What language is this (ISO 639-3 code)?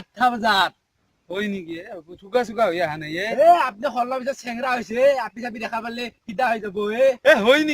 asm